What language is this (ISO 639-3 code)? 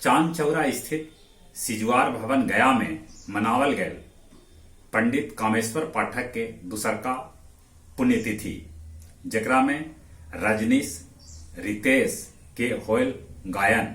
mag